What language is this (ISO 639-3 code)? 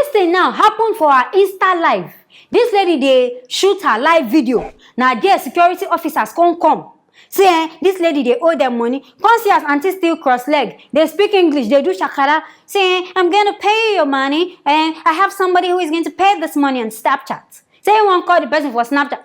pcm